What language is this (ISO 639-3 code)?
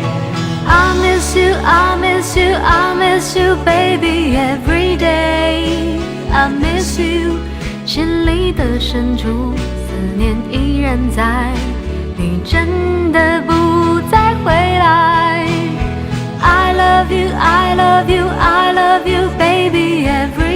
zho